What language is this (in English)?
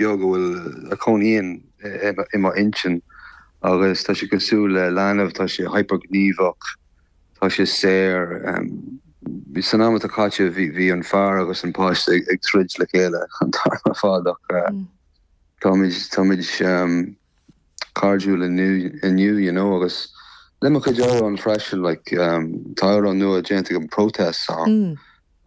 Irish